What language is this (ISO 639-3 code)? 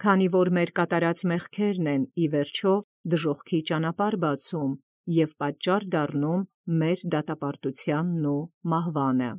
hye